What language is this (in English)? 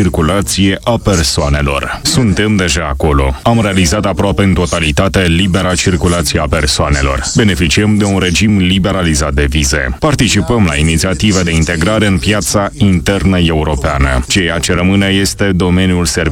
Romanian